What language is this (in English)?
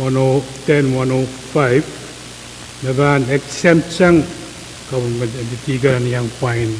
Pohnpeian